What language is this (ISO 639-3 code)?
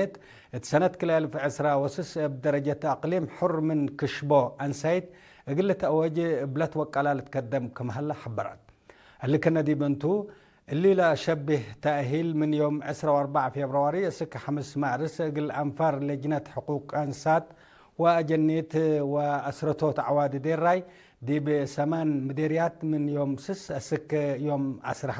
tig